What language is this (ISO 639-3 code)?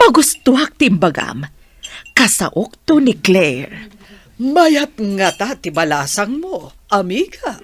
ilo